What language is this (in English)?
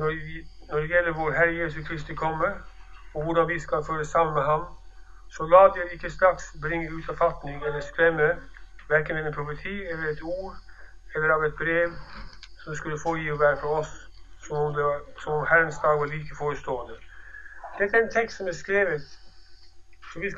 Norwegian